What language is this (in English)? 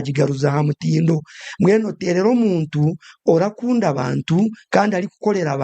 Nyankole